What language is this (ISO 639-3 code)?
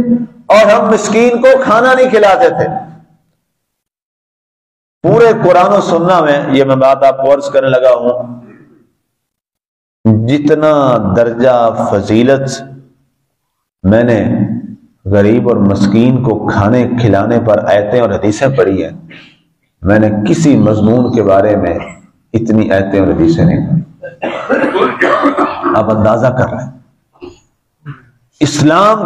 urd